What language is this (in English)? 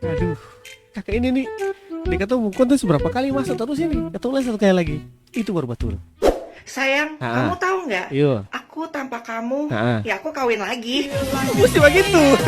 Ambonese Malay